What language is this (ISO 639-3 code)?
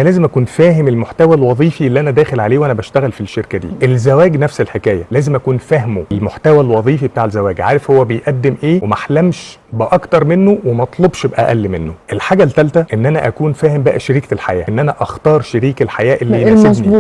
arz